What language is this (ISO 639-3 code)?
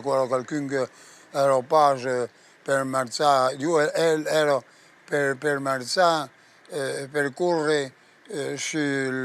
oci